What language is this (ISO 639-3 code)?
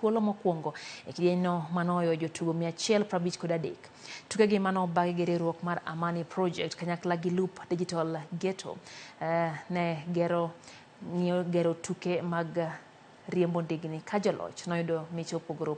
luo